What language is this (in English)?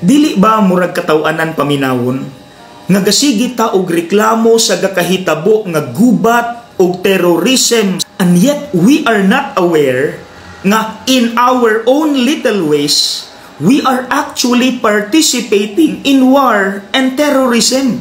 Cebuano